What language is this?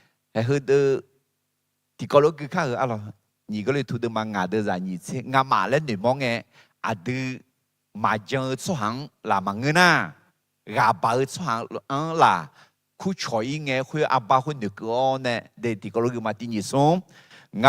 Akha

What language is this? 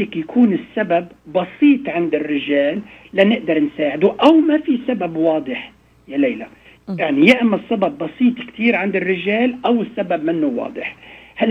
North Levantine Arabic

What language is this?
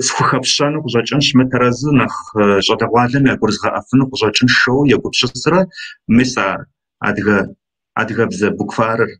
Kabardian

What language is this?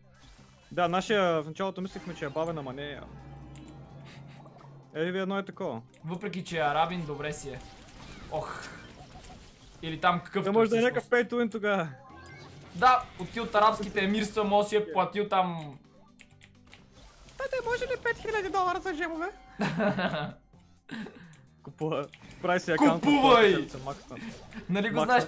Bulgarian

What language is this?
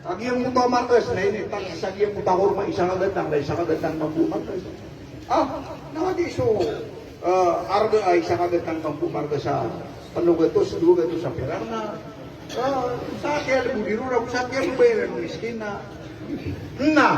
Maranao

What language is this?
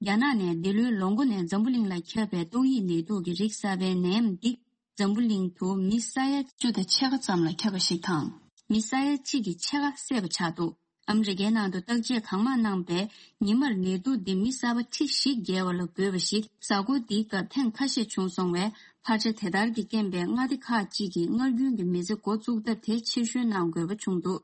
Tibetan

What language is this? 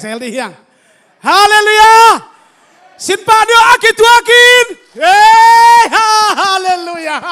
Tedim Chin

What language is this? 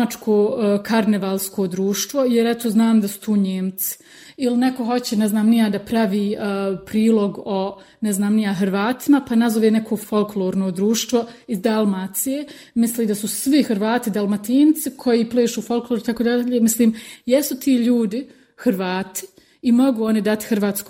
Bosnian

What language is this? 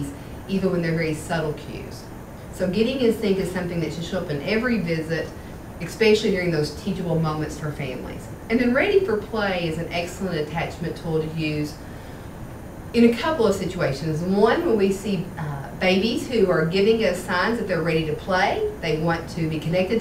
English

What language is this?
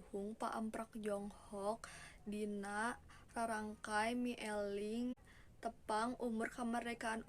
Sundanese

